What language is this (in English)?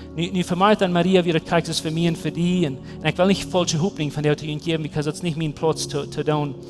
Plautdietsch